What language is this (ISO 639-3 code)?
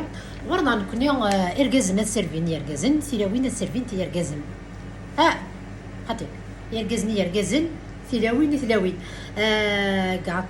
kab